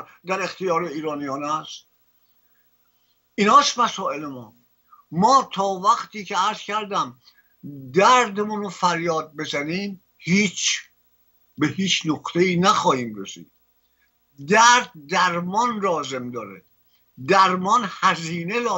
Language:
Persian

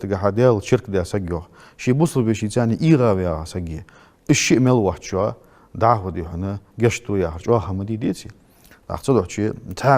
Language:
Ingush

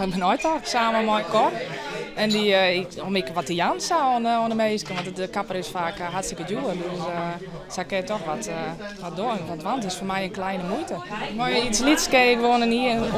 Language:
Western Frisian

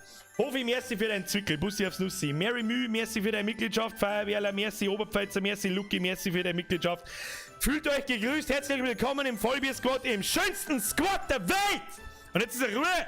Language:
Bavarian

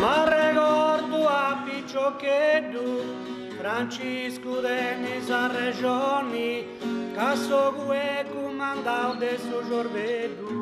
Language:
Sardinian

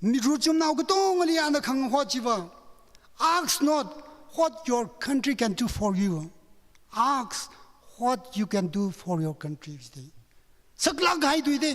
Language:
Tangkhul Naga (India)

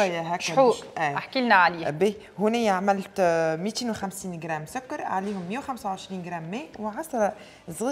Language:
Tunisian Arabic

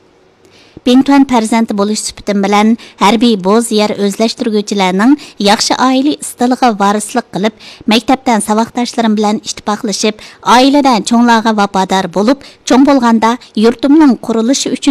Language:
Uyghur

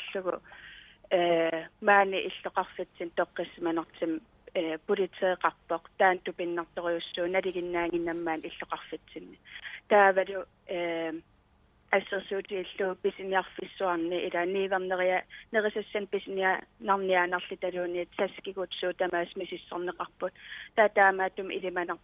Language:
Kalaallisut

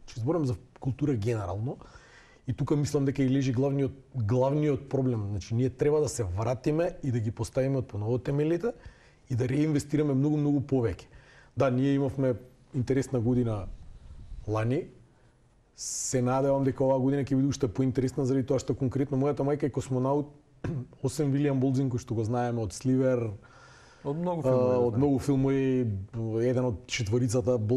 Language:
Macedonian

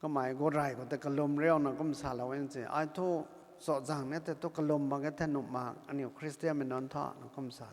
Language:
Rongmei Naga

